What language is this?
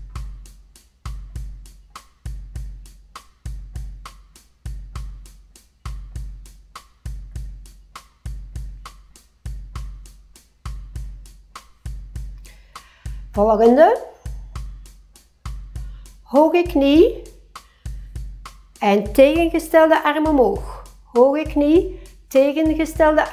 Dutch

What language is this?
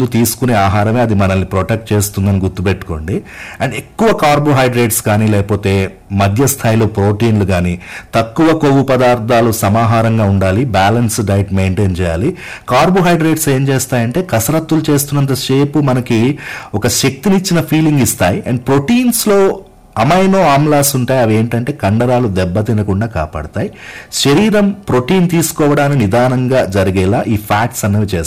Telugu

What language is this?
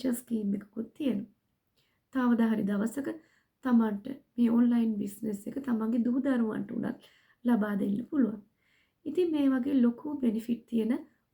Sinhala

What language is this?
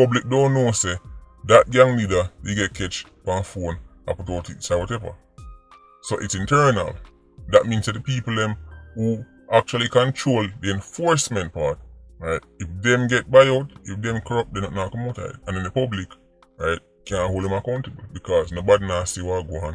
Jamaican Creole English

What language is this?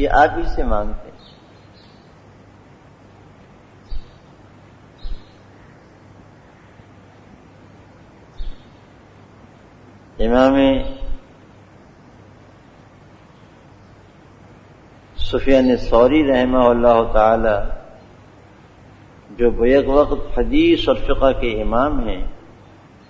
Urdu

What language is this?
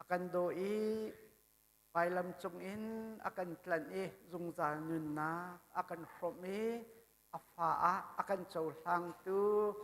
Hakha Chin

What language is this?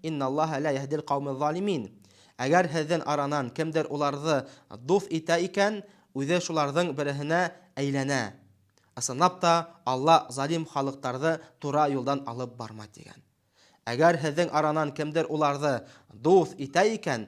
Bashkir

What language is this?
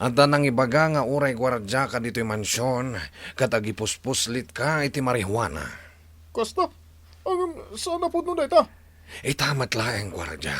Iloko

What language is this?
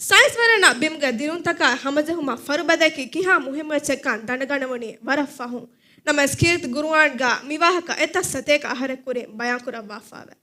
Divehi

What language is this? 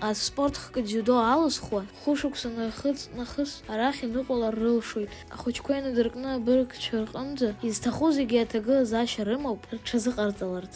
Abkhazian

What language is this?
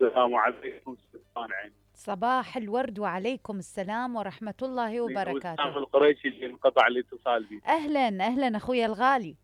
Mesopotamian Arabic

